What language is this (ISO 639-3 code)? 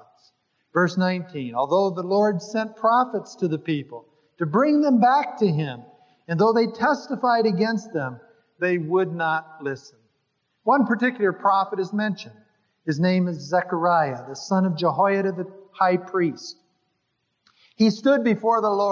eng